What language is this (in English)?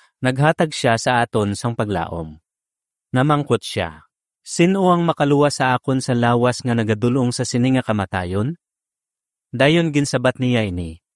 Hiligaynon